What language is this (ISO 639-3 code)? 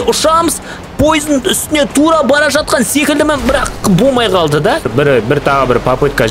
kaz